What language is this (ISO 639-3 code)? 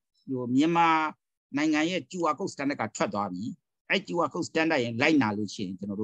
mya